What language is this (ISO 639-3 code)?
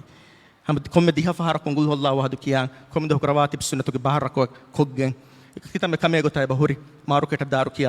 div